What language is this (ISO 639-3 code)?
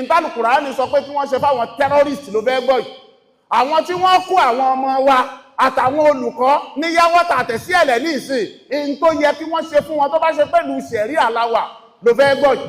yor